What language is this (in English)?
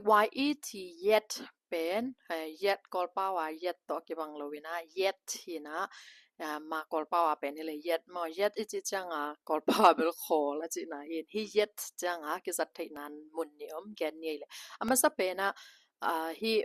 Tedim Chin